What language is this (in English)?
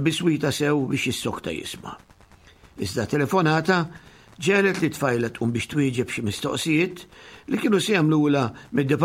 Maltese